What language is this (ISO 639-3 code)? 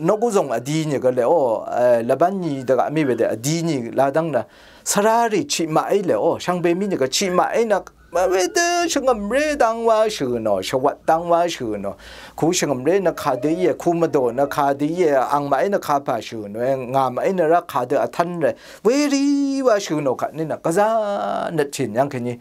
raw